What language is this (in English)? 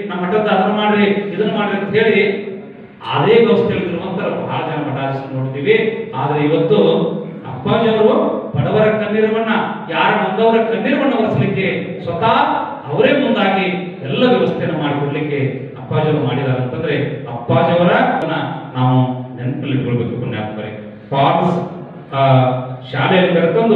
Kannada